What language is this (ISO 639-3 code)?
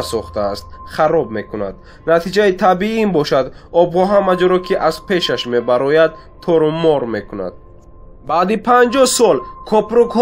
tgk